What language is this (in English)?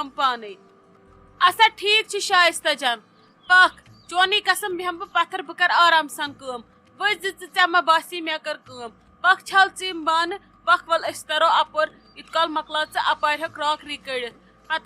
Kashmiri